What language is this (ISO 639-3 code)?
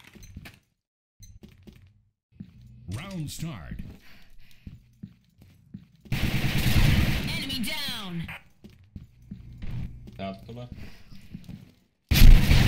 fin